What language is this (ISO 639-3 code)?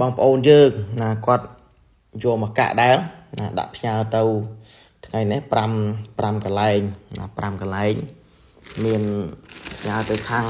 khm